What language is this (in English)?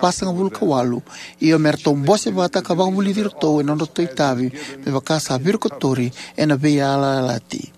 Fijian